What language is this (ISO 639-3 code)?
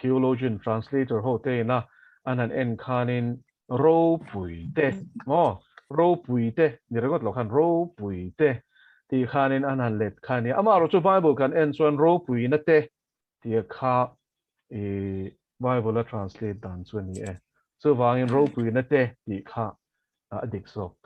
lus